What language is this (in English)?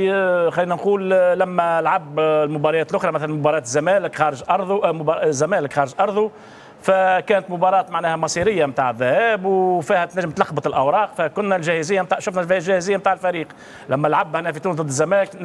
Tunisian Arabic